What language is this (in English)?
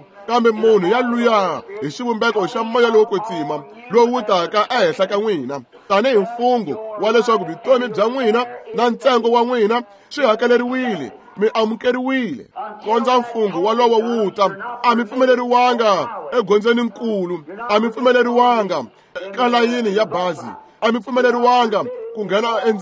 Tsonga